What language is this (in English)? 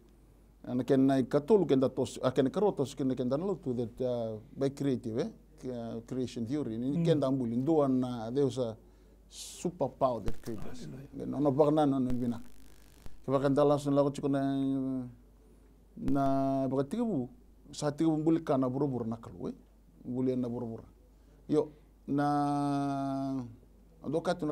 Fijian